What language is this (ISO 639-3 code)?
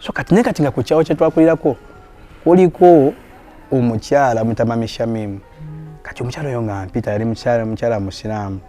lug